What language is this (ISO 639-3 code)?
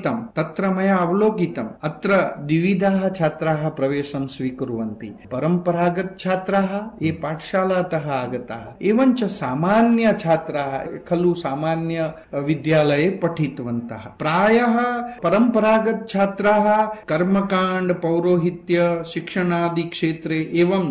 san